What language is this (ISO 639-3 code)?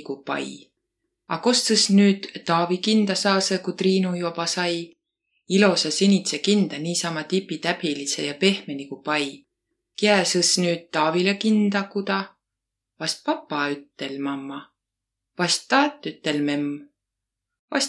vro